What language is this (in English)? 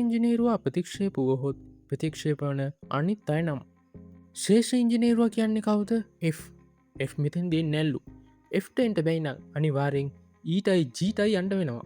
Sinhala